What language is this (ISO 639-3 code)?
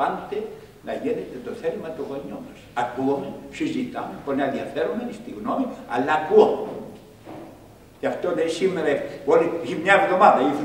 ell